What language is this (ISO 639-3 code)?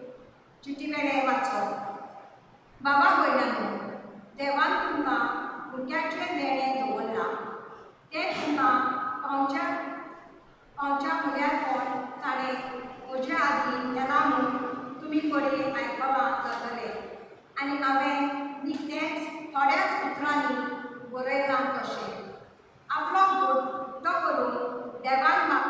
kok